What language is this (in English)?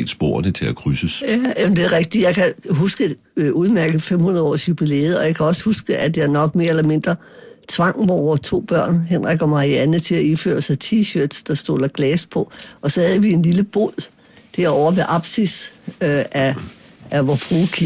Danish